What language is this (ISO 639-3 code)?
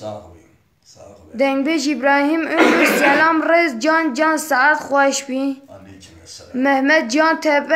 kur